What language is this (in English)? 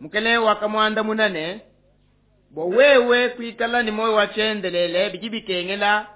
Luba-Lulua